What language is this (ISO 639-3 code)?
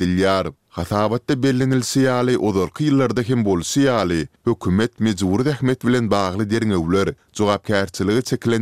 tuk